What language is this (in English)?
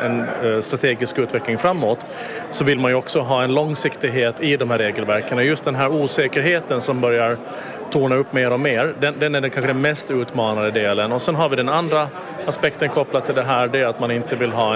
Swedish